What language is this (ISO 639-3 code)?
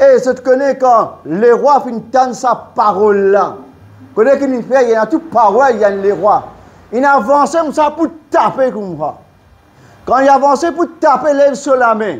mfe